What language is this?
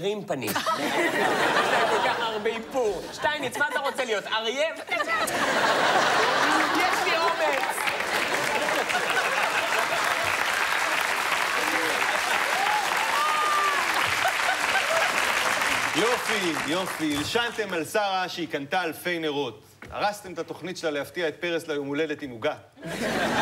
Hebrew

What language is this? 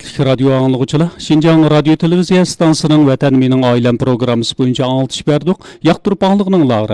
Uyghur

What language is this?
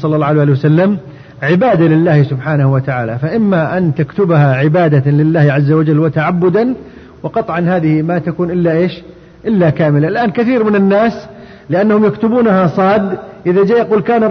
Arabic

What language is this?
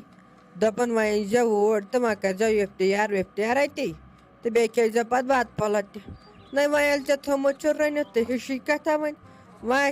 Kashmiri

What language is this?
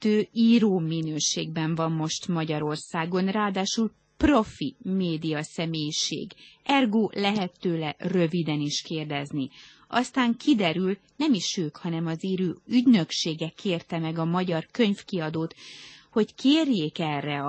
Hungarian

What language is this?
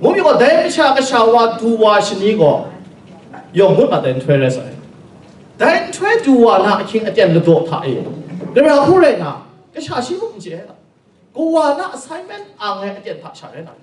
Kachin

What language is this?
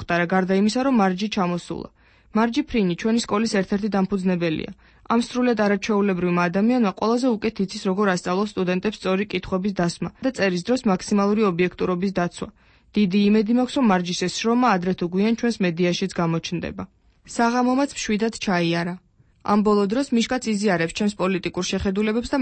Georgian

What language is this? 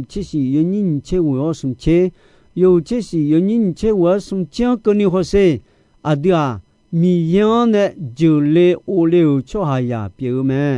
Akha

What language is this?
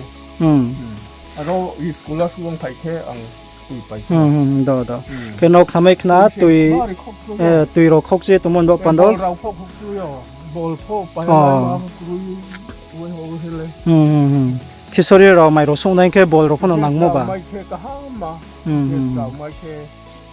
Riang (India)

